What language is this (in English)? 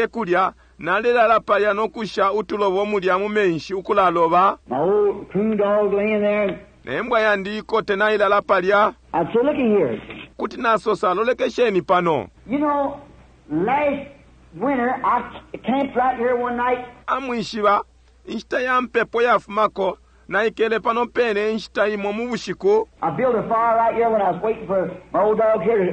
Bemba